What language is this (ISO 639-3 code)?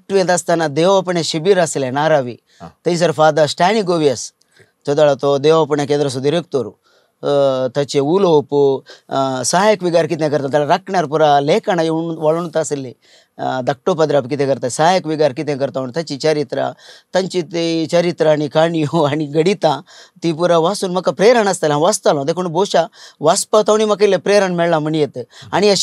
kok